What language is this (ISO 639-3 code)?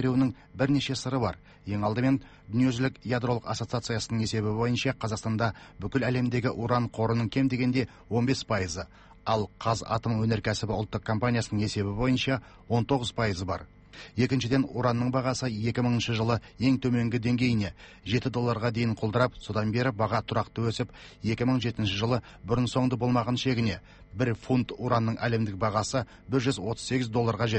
kaz